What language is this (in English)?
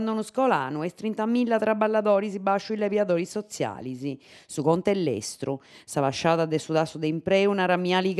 Sardinian